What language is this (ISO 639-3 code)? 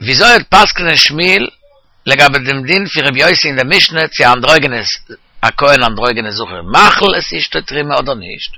yid